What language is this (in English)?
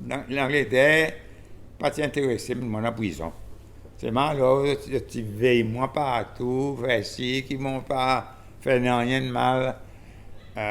Seselwa Creole French